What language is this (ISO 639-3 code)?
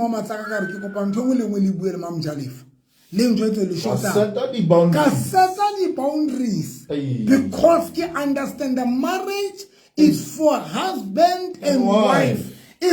sot